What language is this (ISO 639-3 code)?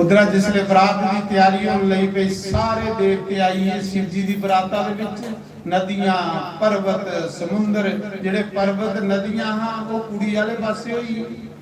doi